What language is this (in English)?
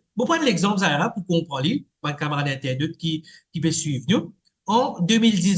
Morisyen